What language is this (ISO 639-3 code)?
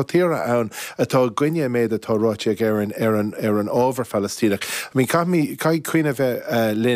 gle